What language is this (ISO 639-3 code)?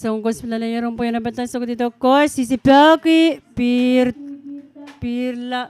pon